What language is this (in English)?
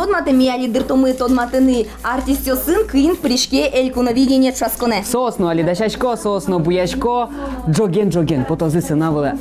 Udmurt